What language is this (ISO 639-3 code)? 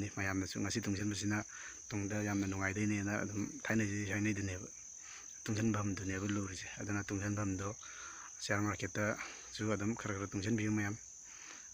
mni